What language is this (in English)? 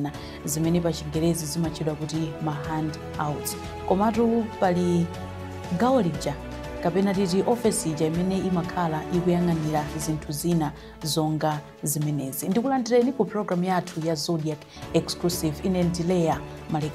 Nyanja